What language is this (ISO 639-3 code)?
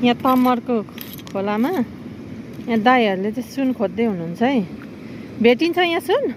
nep